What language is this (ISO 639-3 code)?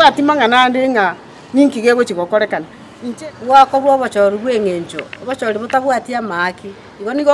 guz